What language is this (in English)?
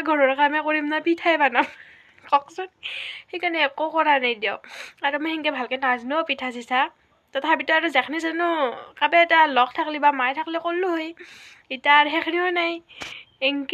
Assamese